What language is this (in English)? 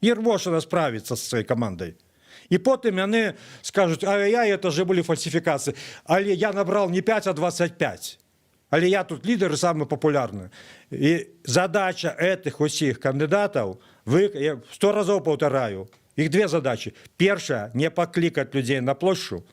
Belarusian